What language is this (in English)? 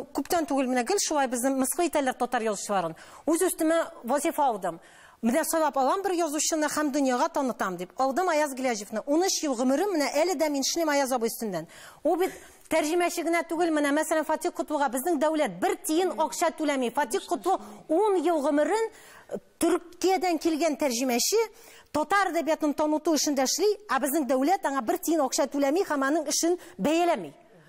Tatar